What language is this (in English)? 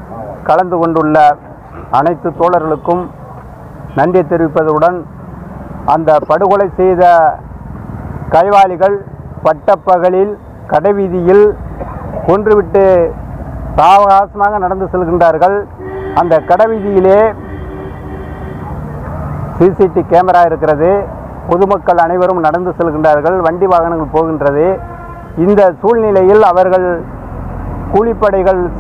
Tamil